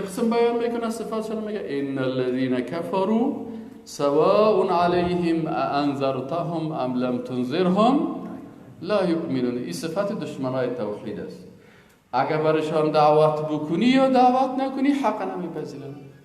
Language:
Persian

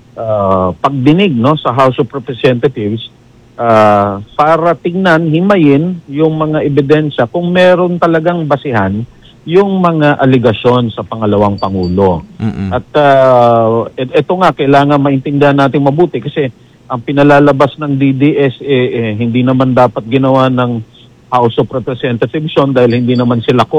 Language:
Filipino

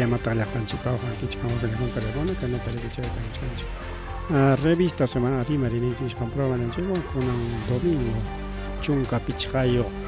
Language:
Ayacucho Quechua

